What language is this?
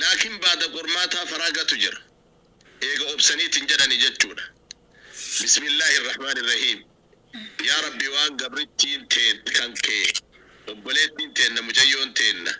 Oromo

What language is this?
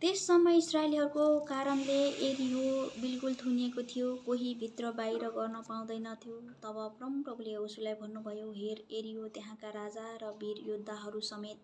Nepali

